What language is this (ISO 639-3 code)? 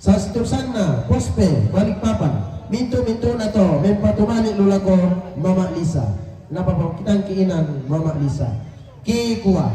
sda